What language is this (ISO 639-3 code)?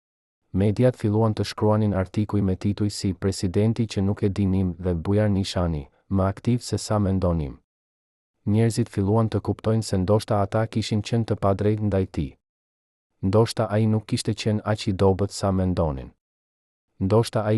sqi